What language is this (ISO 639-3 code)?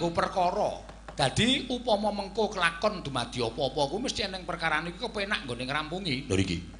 jav